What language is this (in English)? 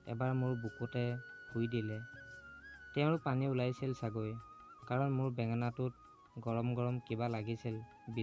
Assamese